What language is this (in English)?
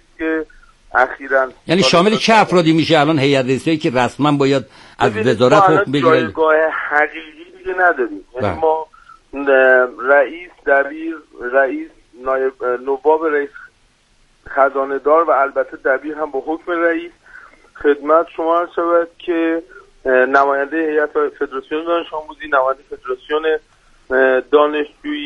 Persian